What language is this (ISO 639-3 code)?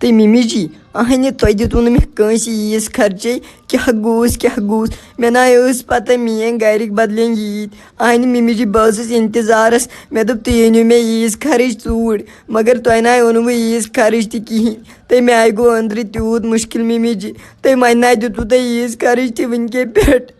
kas